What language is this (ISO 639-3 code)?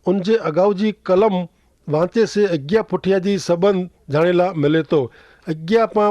kfr